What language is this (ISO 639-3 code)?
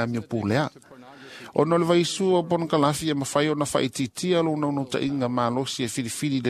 smo